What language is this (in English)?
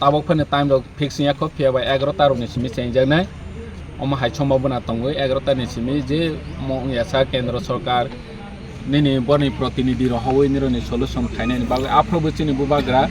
Kok Borok